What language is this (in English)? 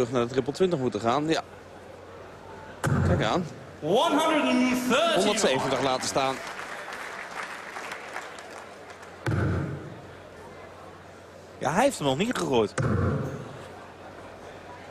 Dutch